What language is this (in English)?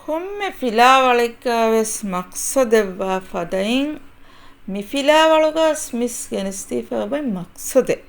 Divehi